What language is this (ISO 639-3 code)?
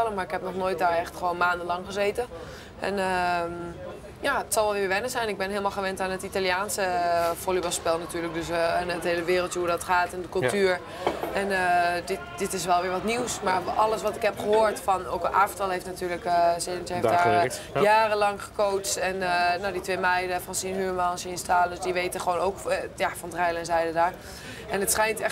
nld